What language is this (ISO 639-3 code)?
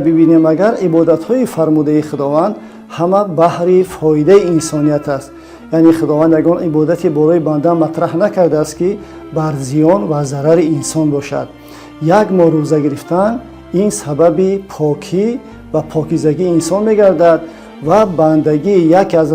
tgk